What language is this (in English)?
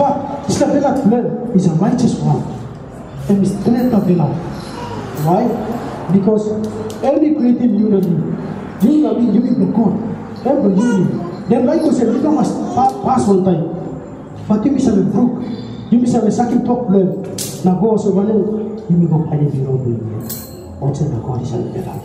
Tok Pisin